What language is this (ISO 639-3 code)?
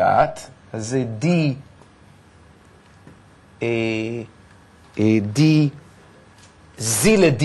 heb